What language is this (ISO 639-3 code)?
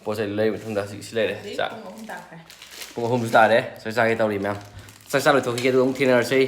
mni